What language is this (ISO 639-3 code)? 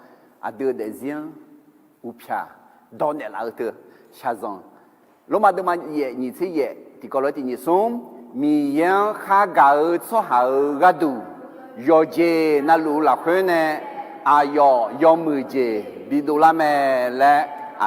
ahk